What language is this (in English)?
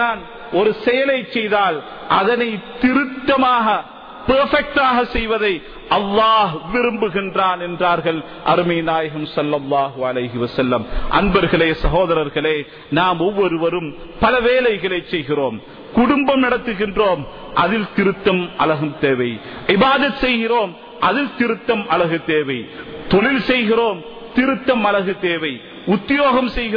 Tamil